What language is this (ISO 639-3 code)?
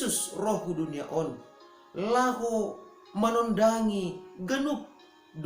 bts